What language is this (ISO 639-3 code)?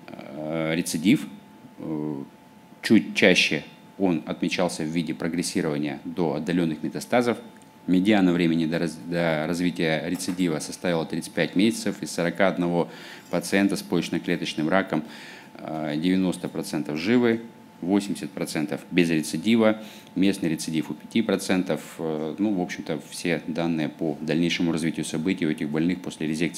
rus